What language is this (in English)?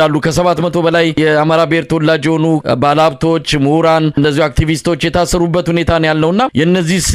Amharic